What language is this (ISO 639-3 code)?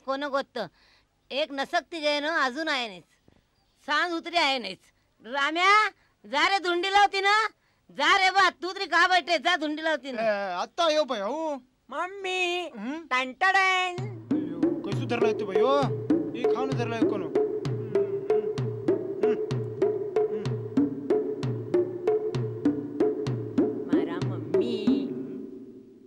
mar